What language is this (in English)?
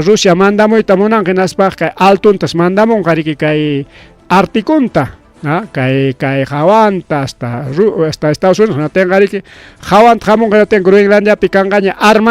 Ayacucho Quechua